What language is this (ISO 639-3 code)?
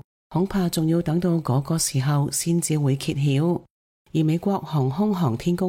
yue